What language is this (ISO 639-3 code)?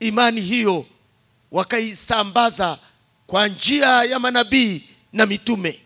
swa